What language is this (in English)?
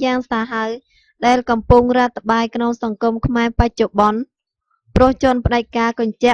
Khmer